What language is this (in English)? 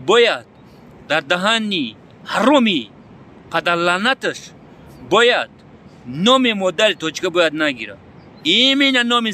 Tajik